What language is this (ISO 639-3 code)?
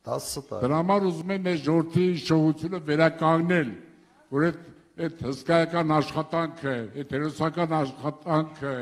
hye